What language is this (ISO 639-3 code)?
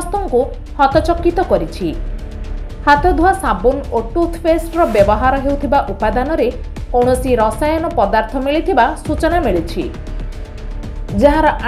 ori